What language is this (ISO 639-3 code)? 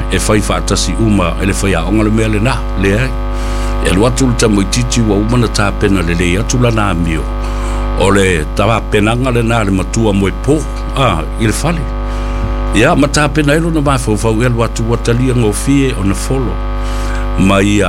smo